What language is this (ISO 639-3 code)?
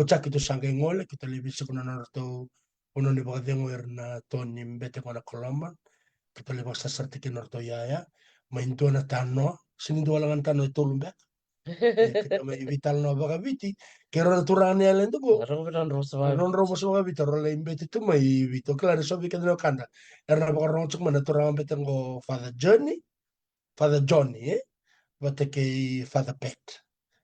fij